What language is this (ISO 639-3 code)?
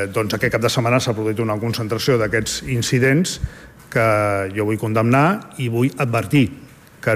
cat